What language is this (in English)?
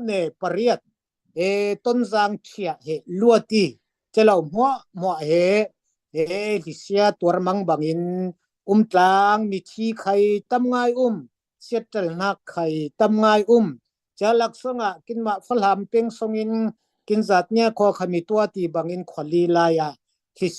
Falam Chin